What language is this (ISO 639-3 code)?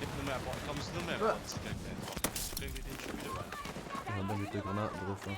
bar